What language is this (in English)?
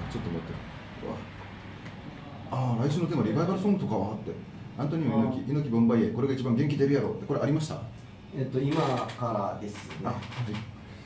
Japanese